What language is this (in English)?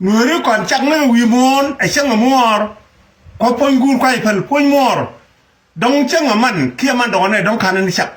Nuer